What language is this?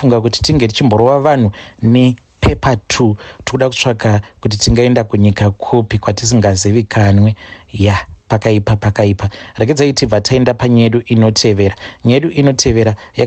Shona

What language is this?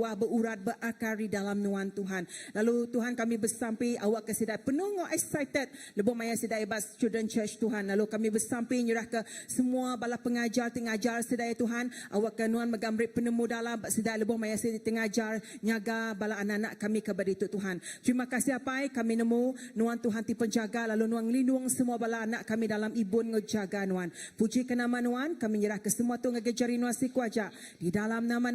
Iban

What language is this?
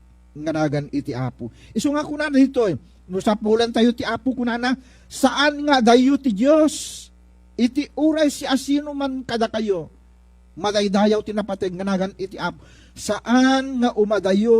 Iloko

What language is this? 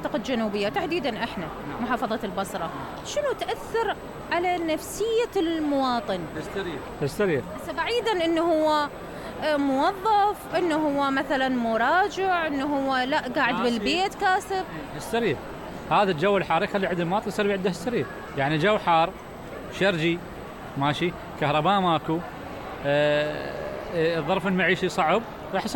Mesopotamian Arabic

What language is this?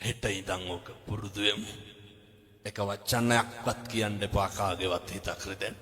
Sinhala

